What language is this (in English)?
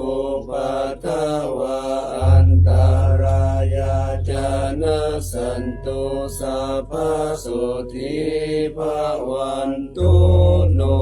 Pali